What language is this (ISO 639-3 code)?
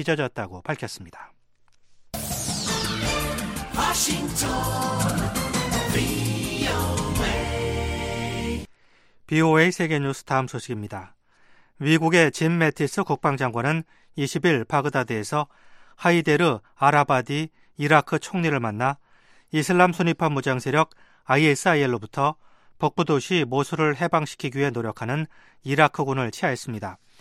kor